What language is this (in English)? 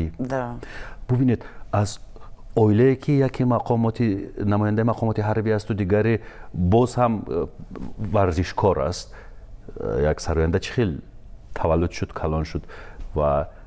Tajik